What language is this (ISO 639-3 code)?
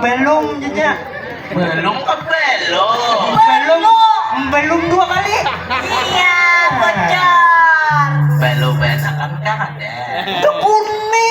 bjn